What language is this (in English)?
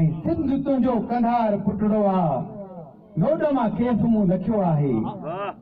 Sindhi